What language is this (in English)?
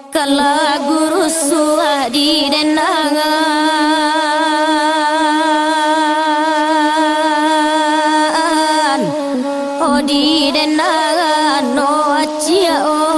Minangkabau